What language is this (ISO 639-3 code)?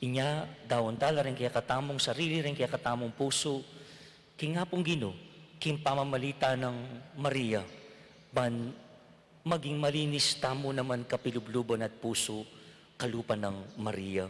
pam